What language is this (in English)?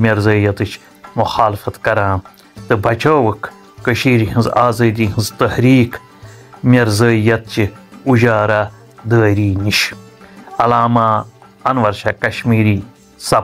Kashmiri